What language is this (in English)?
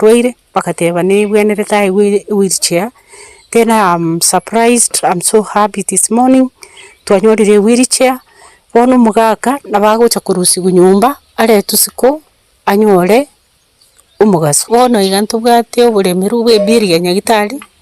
Gusii